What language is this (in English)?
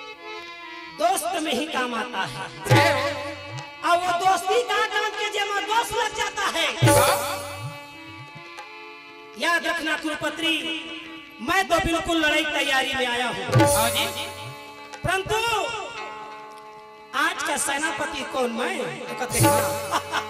Chhattisgarhi